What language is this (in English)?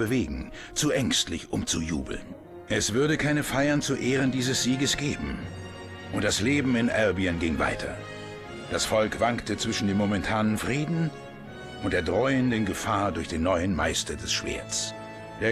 Swiss German